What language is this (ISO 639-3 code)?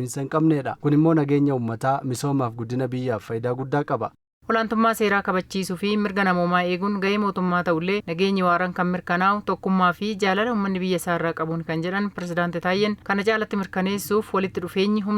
orm